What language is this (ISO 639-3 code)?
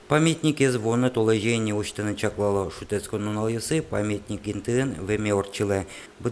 udm